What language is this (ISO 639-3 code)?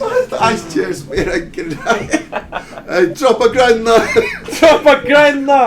fao